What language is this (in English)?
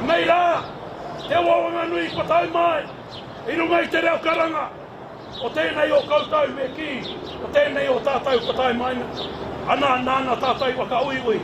Māori